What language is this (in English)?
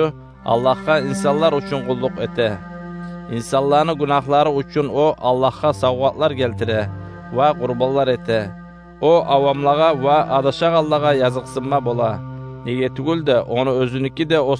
Kumyk